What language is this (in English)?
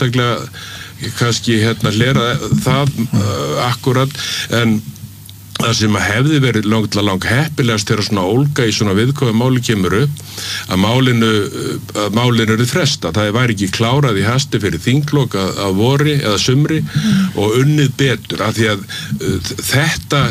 Icelandic